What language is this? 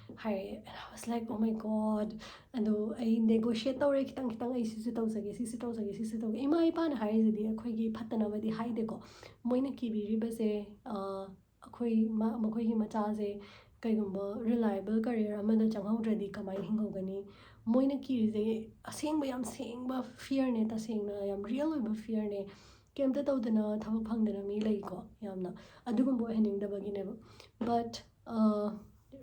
Manipuri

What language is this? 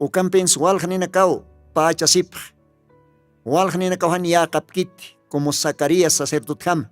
Aymara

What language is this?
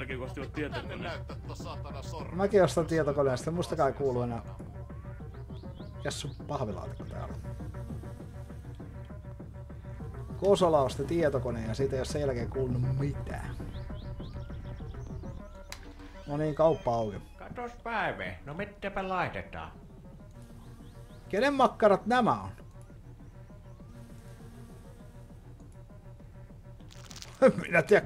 Finnish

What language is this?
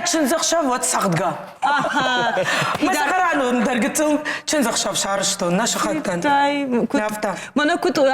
Ossetic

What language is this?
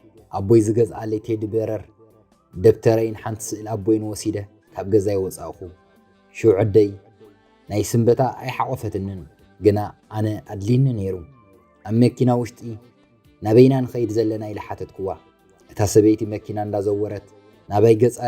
Tigrinya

